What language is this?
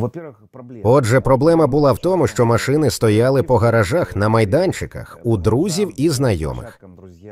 Ukrainian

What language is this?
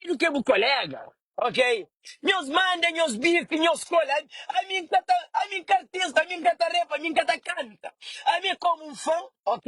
Kabuverdianu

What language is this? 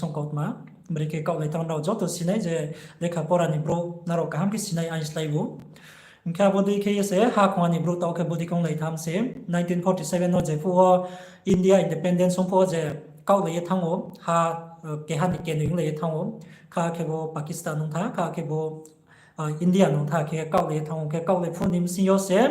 Riang (India)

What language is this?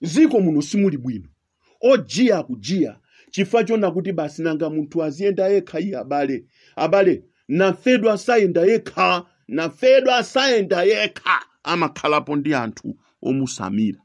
Nyanja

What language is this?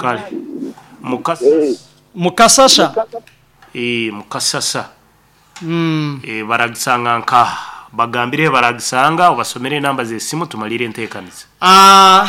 Nyoro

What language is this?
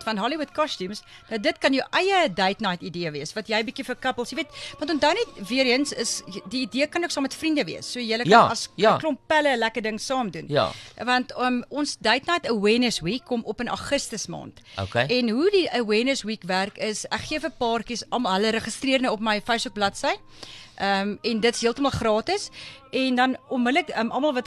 Afrikaans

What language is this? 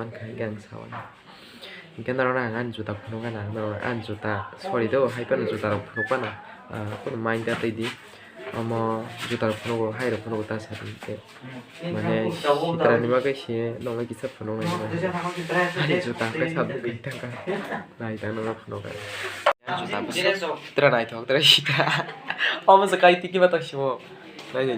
Kok Borok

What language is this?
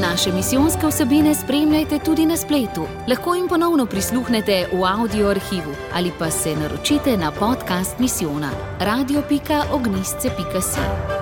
Slovenian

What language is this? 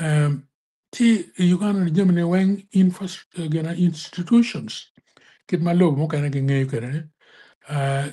Acoli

